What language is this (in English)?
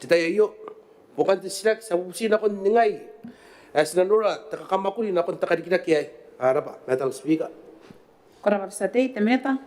Gilbertese